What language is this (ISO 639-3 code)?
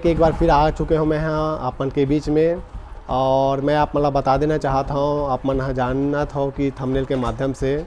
hne